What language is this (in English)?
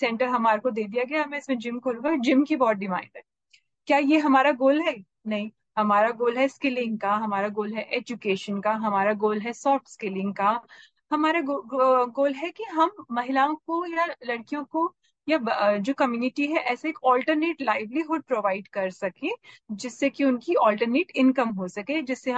Hindi